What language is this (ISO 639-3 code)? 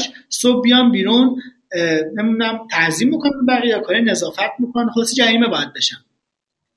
fas